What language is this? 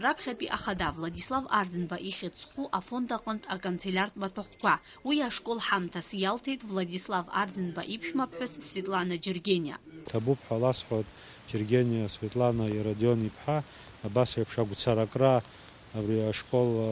Abkhazian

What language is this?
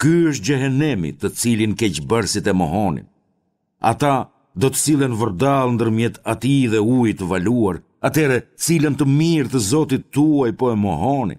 Albanian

